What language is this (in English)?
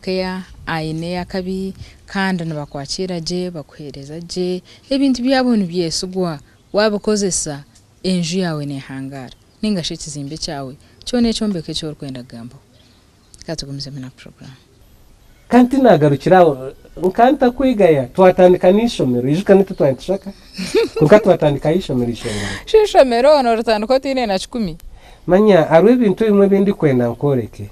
Nyankole